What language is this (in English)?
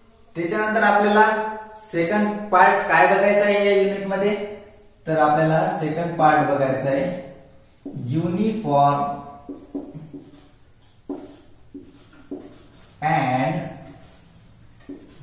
Marathi